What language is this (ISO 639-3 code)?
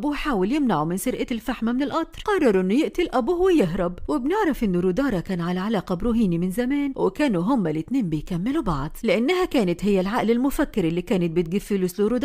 arz